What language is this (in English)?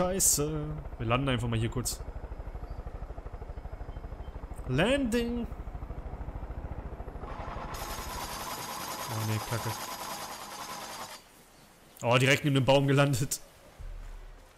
German